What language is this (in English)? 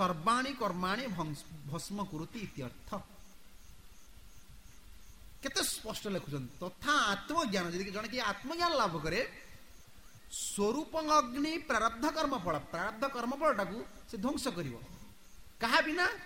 Odia